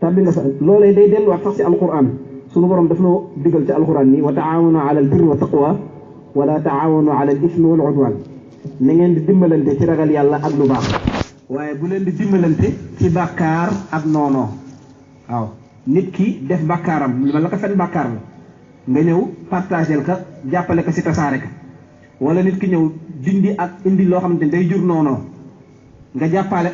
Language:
Wolof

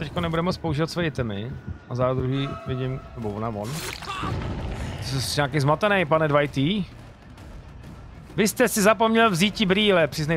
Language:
Czech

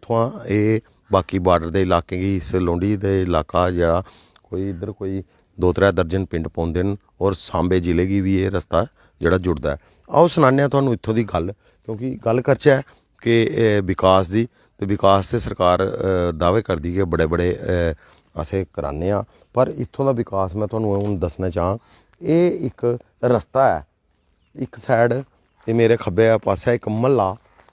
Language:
Dogri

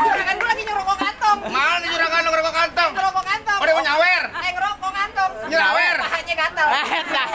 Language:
Betawi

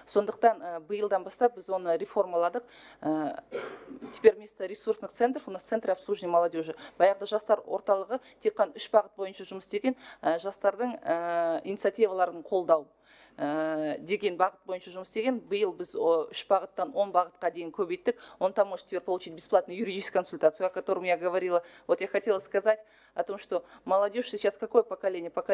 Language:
Kazakh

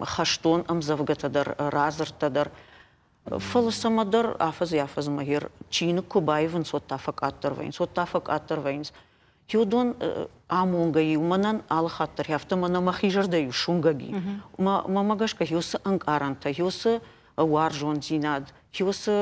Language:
Ossetic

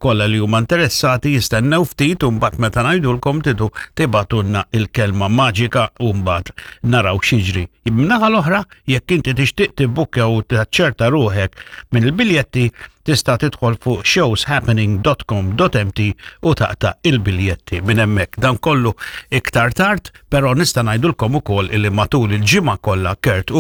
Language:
Maltese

